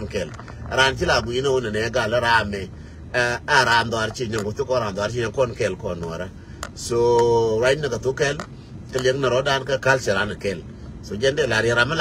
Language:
Nuer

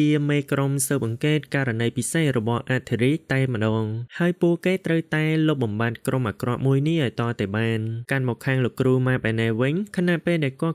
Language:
Khmer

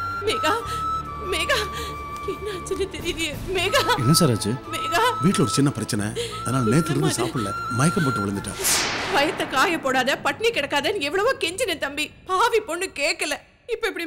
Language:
Tamil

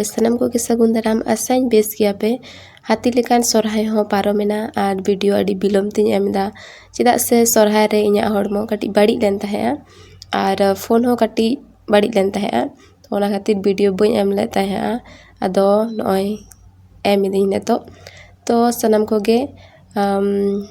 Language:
Santali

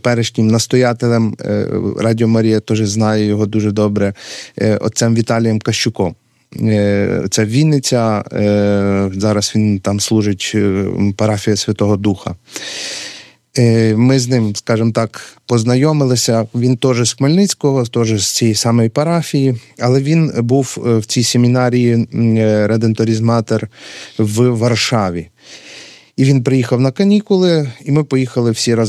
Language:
Ukrainian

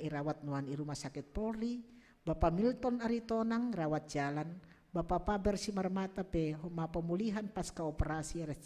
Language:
Batak Simalungun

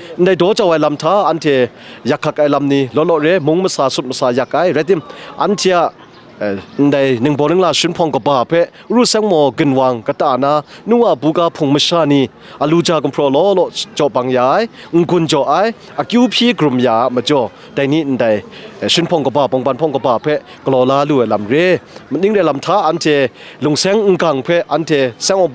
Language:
Kachin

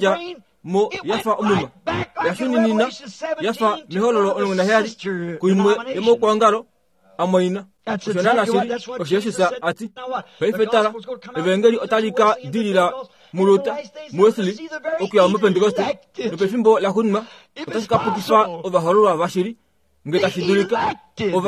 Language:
Kuanyama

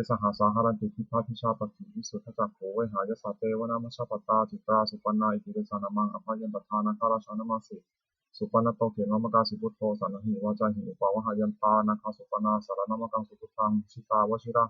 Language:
Pali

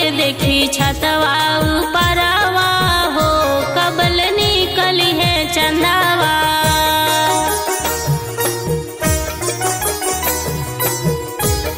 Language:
Bhojpuri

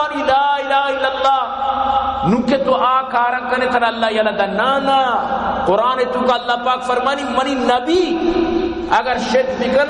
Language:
Baluchi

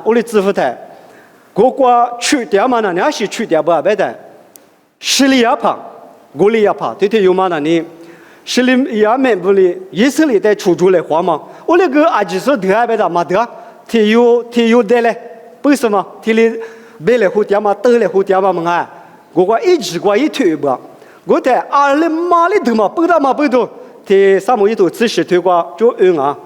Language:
Lisu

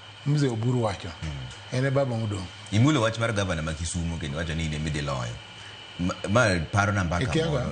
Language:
Luo (Kenya and Tanzania)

